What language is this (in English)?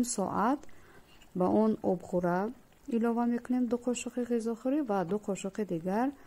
Tajik